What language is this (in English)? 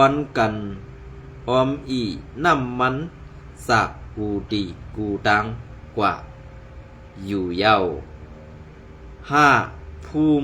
Shan